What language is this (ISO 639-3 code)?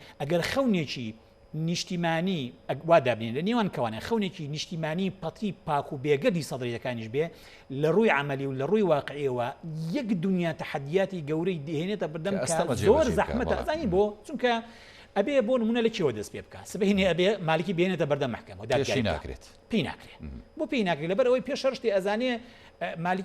ckb